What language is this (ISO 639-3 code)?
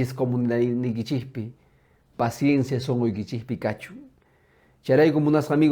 que